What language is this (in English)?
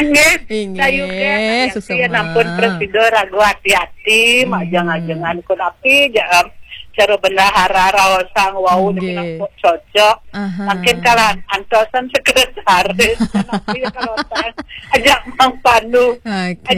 Balinese